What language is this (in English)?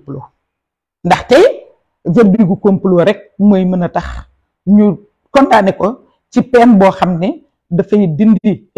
Wolof